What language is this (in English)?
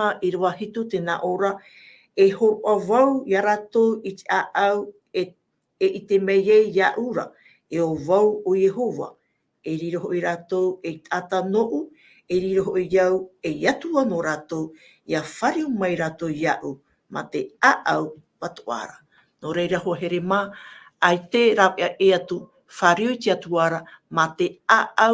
Tahitian